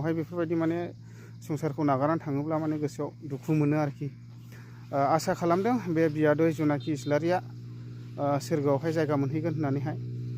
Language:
Bodo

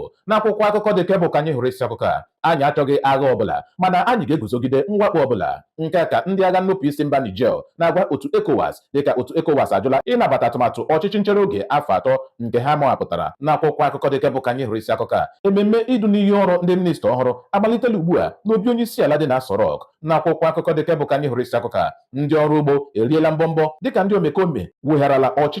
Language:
Igbo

